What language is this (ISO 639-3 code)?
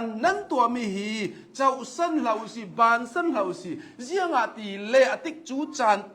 cnh